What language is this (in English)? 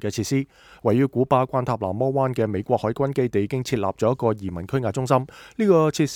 Cantonese